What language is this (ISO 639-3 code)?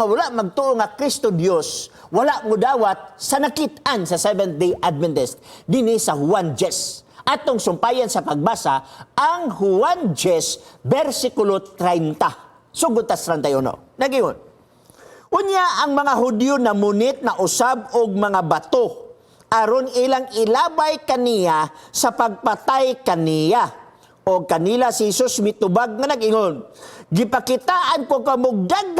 ceb